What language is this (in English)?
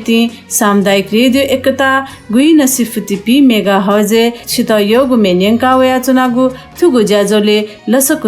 Newari